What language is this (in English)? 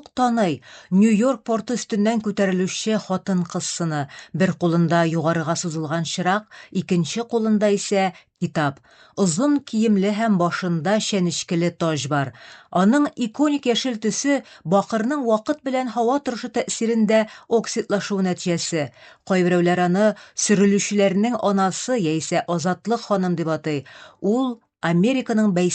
Tatar